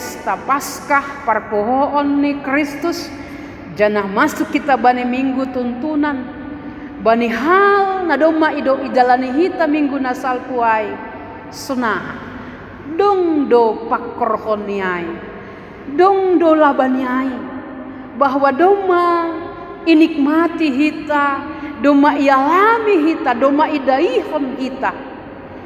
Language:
Batak Simalungun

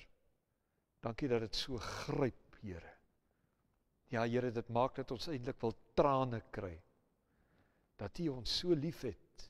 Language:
Afrikaans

